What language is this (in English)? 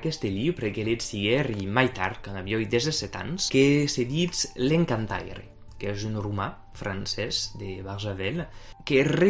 Occitan